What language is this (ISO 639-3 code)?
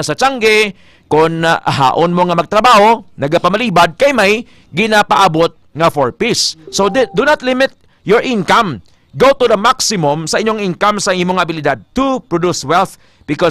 hil